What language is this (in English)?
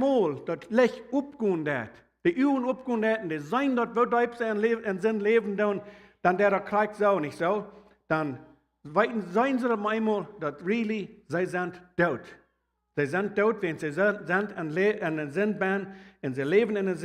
Plautdietsch